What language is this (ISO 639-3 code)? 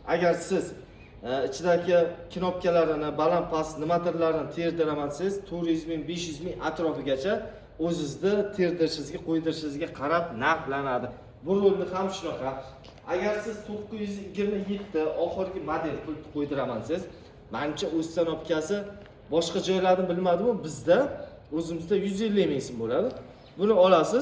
uzb